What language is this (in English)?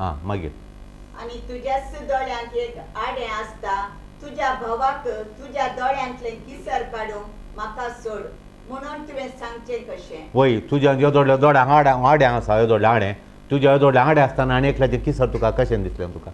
Konkani